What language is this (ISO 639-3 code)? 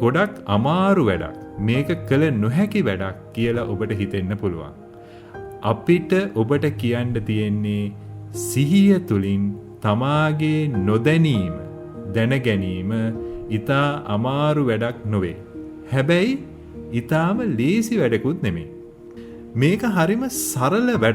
sin